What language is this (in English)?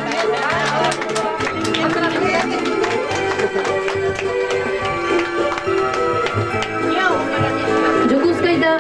Yakut